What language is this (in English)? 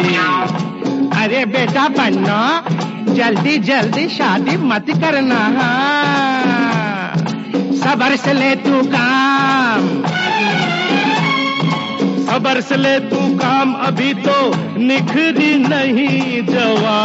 Hindi